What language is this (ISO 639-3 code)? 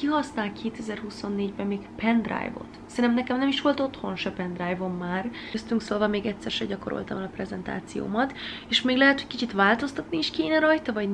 hun